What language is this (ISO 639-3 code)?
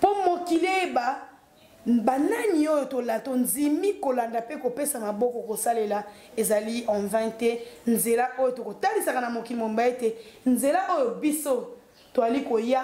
lin